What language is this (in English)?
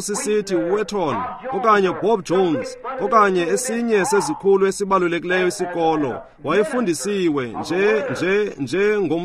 Xhosa